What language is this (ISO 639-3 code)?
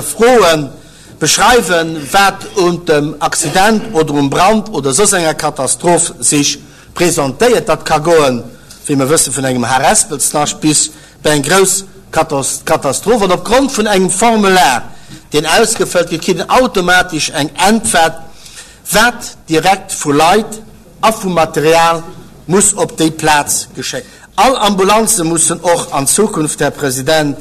ltz